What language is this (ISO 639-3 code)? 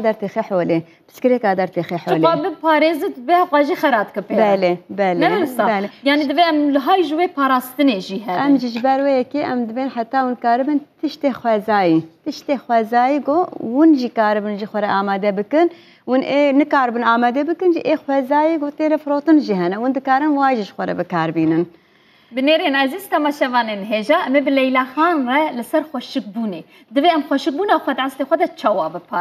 kur